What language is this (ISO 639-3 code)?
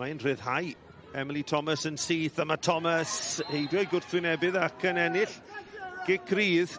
cym